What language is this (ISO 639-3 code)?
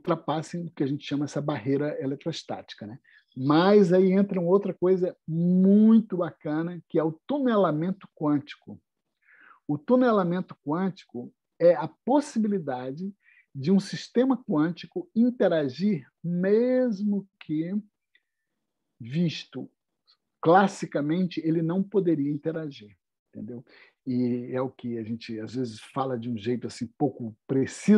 por